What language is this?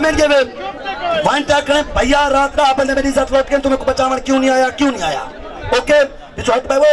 Saraiki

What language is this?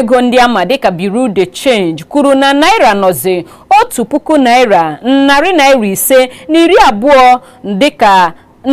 Igbo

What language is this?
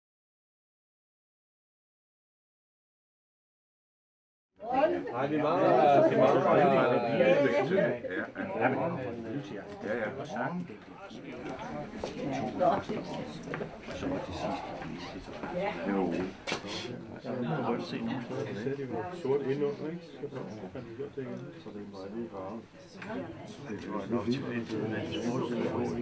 Danish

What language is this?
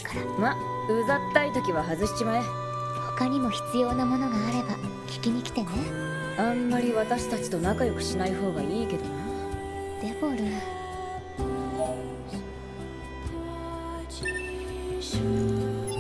Japanese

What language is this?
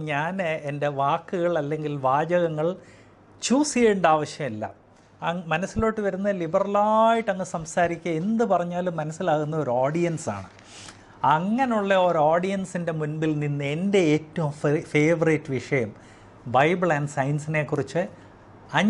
Malayalam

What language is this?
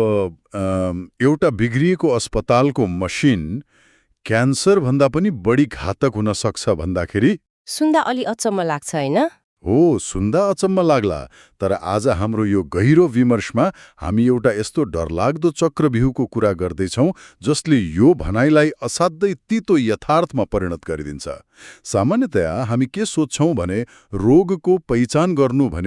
Nepali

